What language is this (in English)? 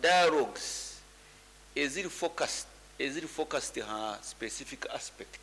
Nyankole